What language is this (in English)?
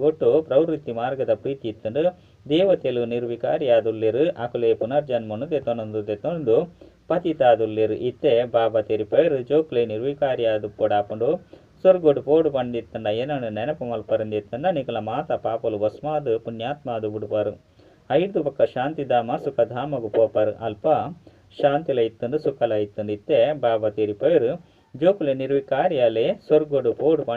Tulu